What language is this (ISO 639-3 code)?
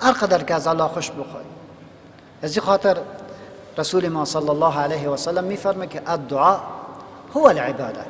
fas